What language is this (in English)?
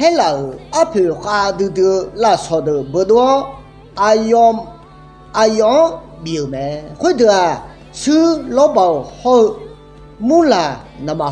Akha